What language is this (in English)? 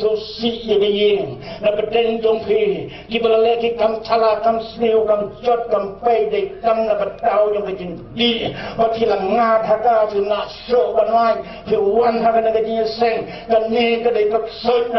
Khasi